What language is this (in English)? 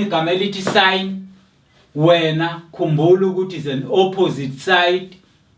Zulu